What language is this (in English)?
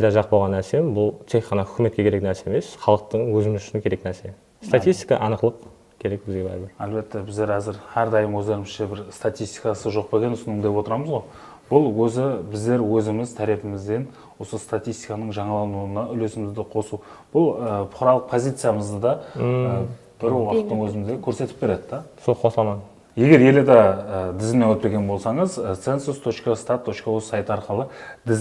Kara-Kalpak